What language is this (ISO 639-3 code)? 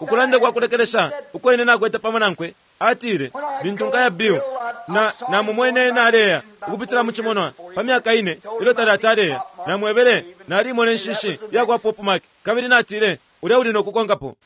bem